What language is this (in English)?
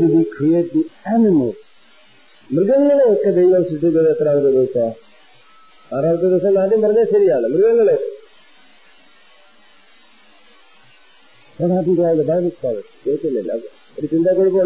Malayalam